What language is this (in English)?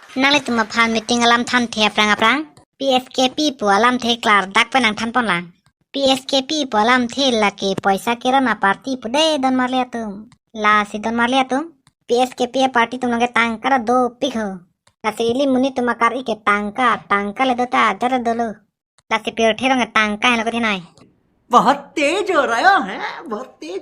Karbi